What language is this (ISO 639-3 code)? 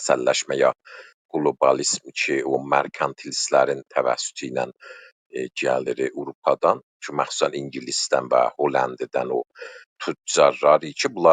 azb